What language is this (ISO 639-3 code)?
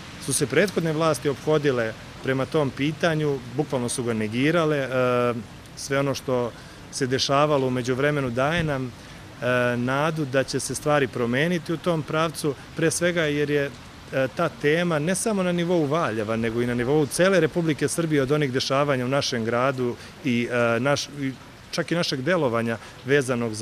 srp